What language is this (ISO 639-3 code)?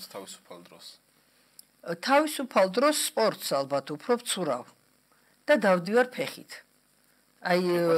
kat